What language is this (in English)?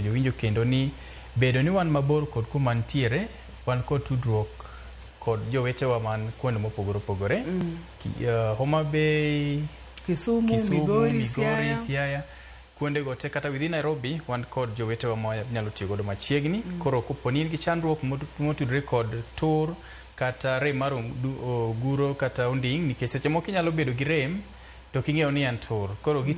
Luo (Kenya and Tanzania)